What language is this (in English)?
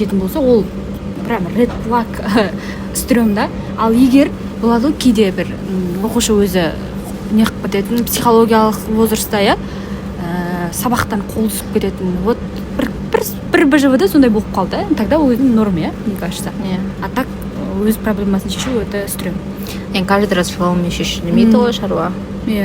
Kazakh